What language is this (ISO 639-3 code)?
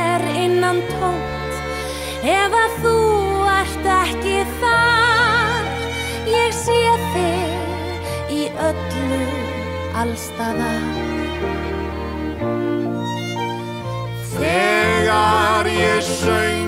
isl